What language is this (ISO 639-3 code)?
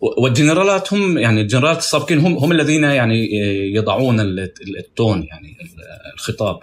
apc